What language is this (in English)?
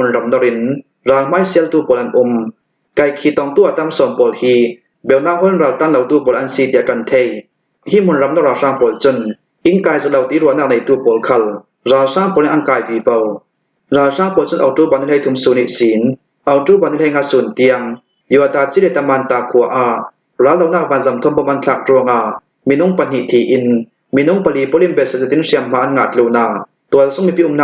Hakha Chin